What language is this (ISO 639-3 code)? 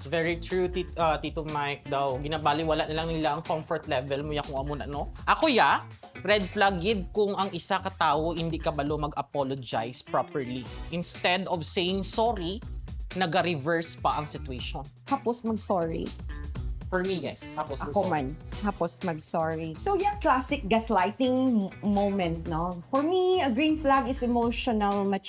hil